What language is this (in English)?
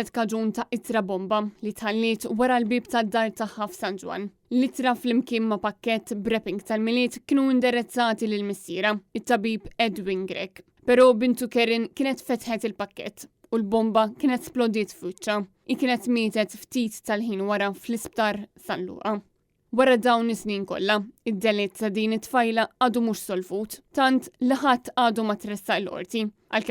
Maltese